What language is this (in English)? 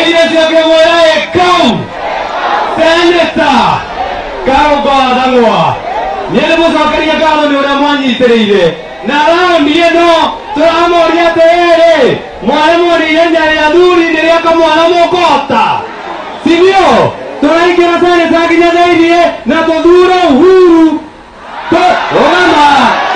Swahili